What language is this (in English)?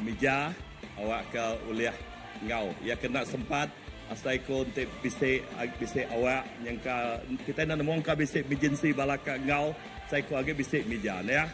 Iban